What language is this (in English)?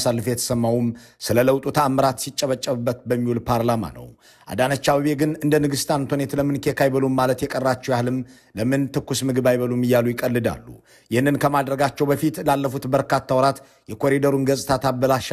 Amharic